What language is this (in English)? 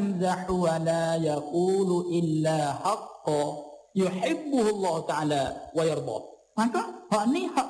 Malay